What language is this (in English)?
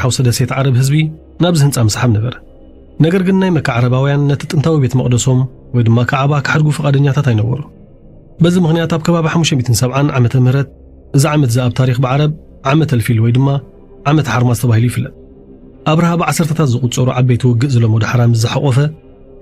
Tigrinya